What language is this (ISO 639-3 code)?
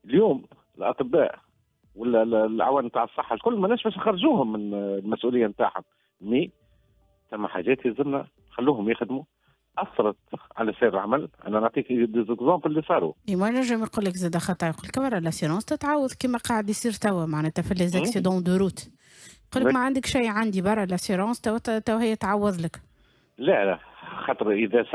aeb